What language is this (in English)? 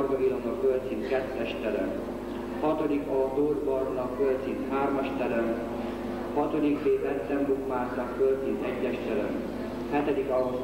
Hungarian